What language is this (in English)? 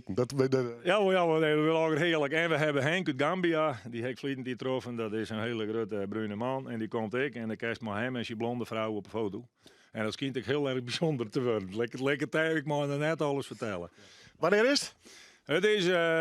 Western Frisian